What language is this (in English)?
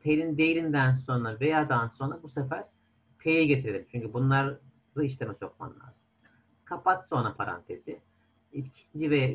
Turkish